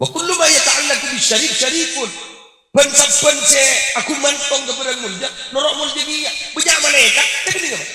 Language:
Madurese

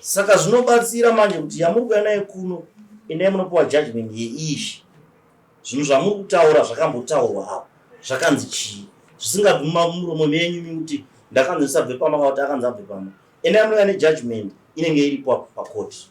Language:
Shona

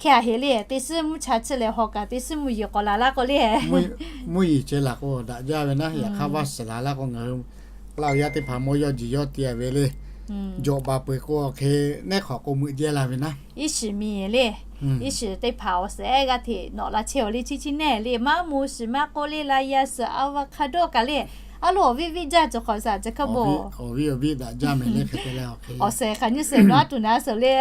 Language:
Lahu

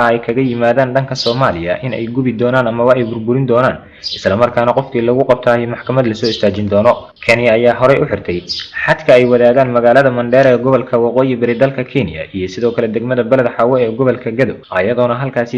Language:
Somali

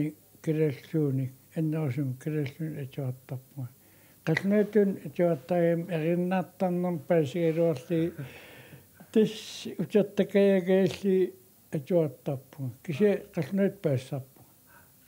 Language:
Kalaallisut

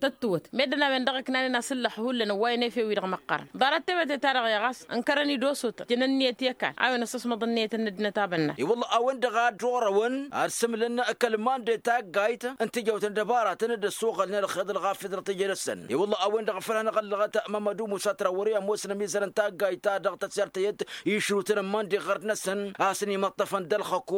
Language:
Tamasheq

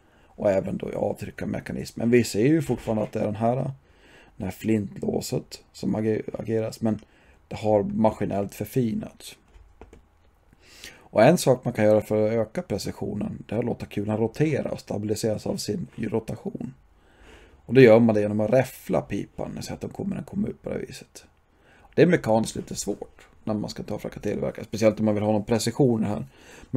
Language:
Swedish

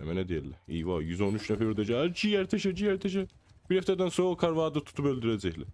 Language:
South Azerbaijani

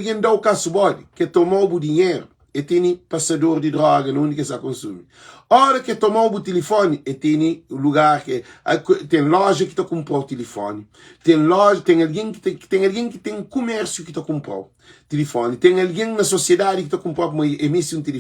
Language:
Kabuverdianu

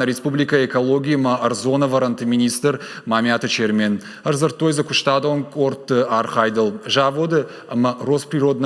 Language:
Ossetic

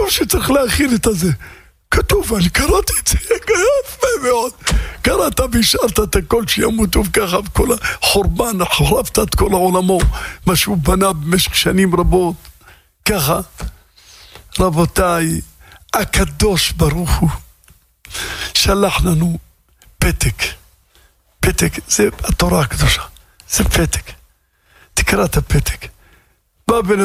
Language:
Hebrew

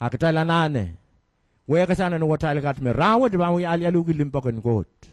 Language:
Pohnpeian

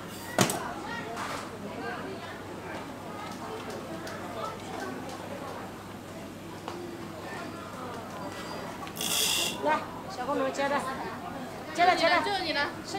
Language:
Chinese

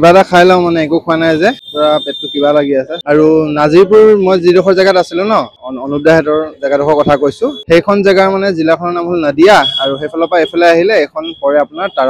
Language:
Assamese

